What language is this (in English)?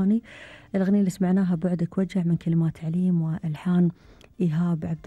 Gulf Arabic